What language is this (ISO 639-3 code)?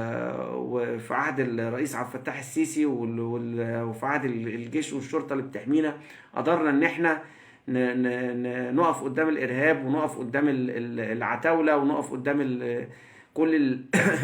arz